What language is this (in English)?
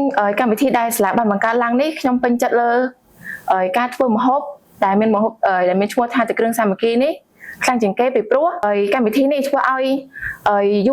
Khmer